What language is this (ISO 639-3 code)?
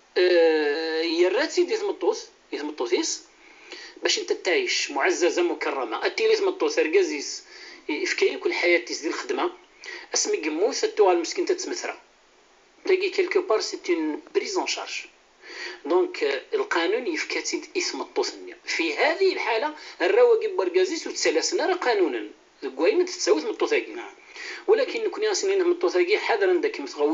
kab